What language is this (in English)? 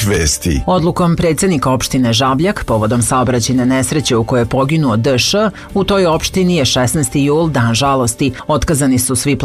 Serbian